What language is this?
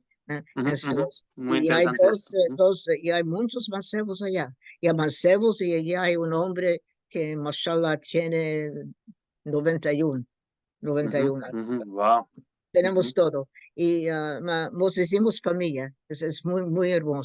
Ladino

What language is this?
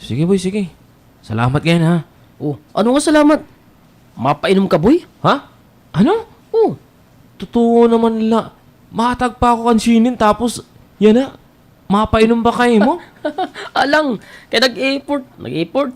Waray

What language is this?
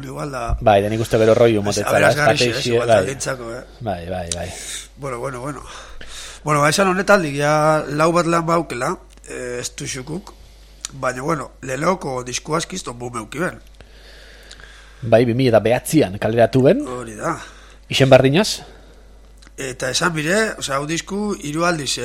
Basque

